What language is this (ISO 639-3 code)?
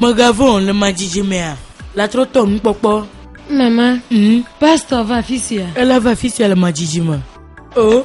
ewe